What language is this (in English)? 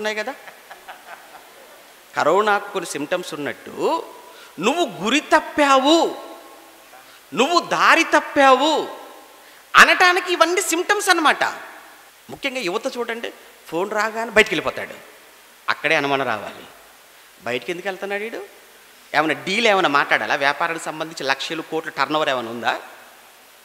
Telugu